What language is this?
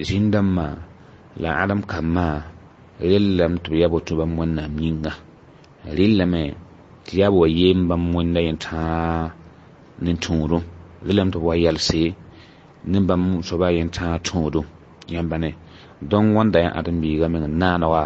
Mossi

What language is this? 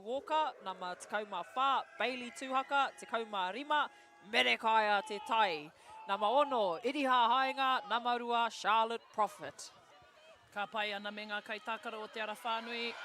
Māori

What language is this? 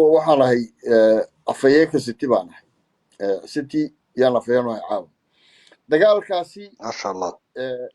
Somali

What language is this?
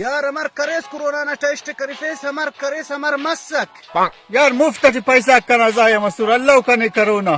Brahui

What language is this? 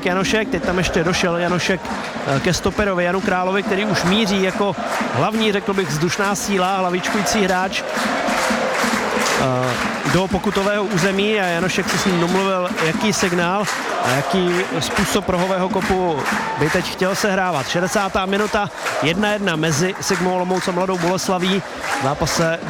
Czech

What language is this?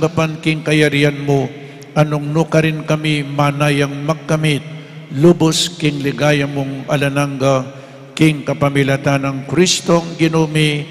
Pampanga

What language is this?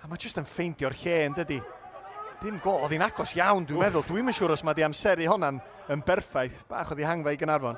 Welsh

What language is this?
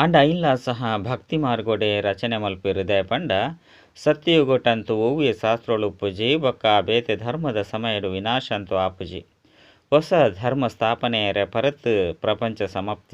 Tulu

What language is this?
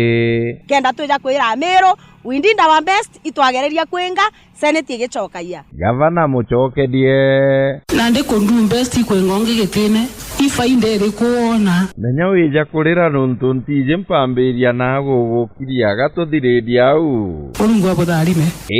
Meru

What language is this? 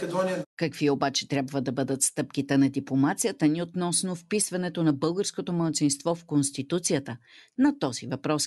Bulgarian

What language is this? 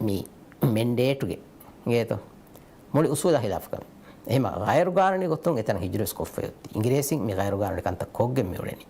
Divehi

